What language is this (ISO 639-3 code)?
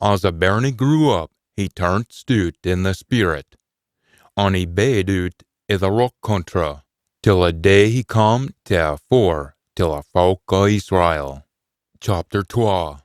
sco